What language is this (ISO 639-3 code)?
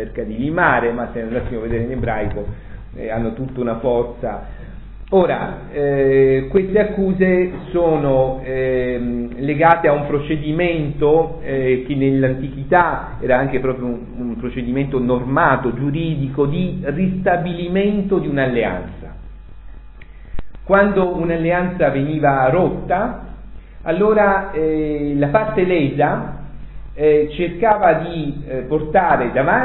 ita